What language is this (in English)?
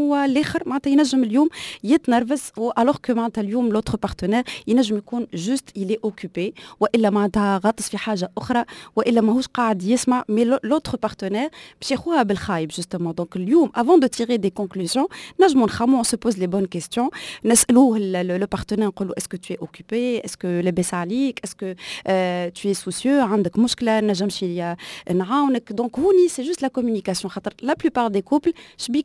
Tunisian Arabic